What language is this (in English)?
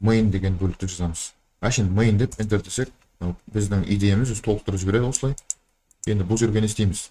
Kazakh